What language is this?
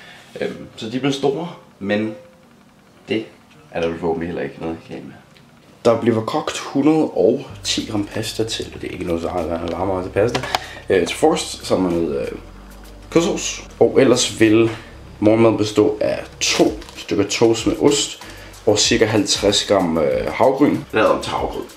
Danish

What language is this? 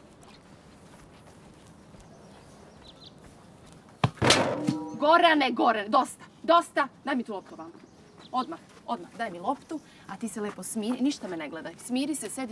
Serbian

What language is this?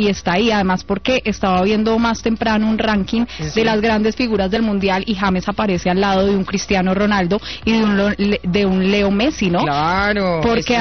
Spanish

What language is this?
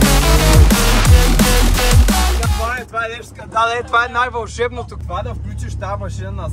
Bulgarian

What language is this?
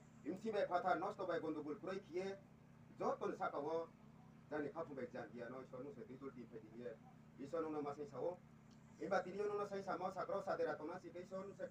Riang (India)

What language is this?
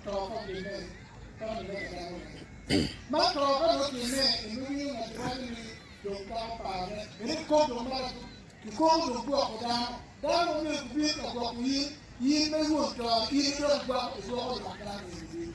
Acoli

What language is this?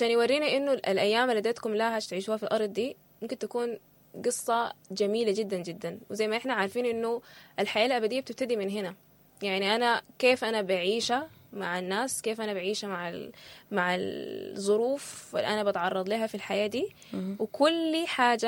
Sudanese Arabic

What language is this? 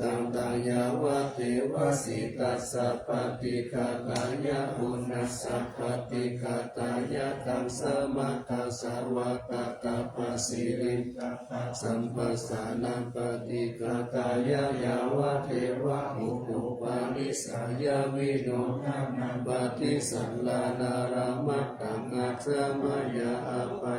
Pali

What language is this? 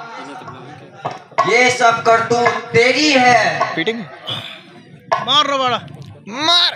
Hindi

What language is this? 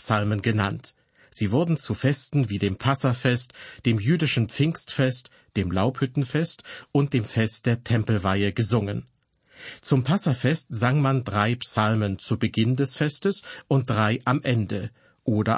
German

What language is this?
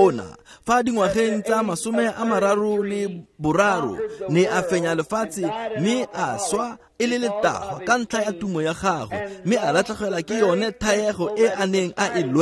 Tswana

